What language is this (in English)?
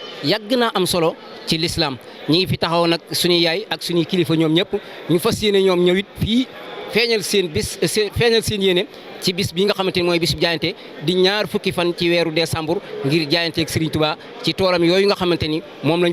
Wolof